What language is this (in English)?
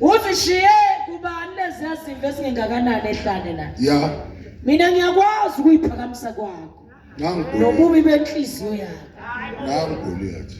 Zulu